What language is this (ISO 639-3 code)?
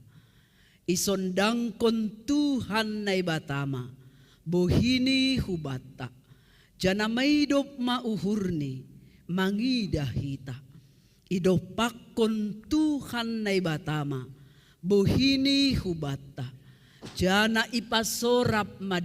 bts